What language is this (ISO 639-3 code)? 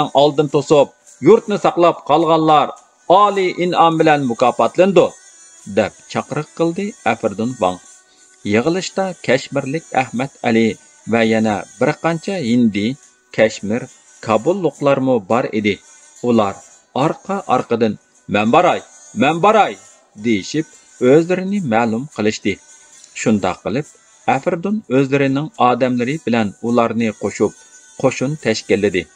uig